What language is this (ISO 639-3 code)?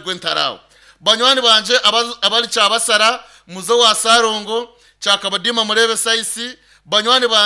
nyn